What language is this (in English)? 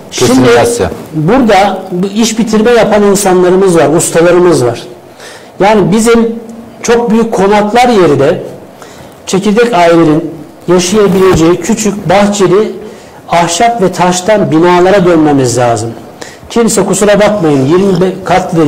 Turkish